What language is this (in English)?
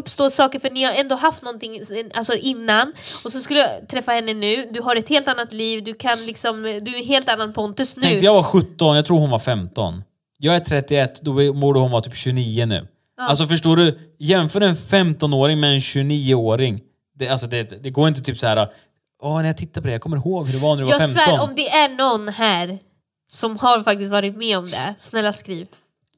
Swedish